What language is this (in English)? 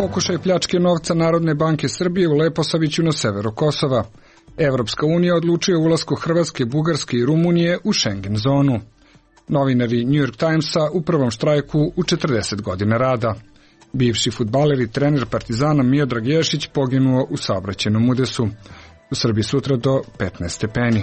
Serbian